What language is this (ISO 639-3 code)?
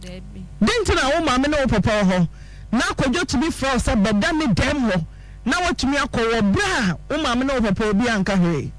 aka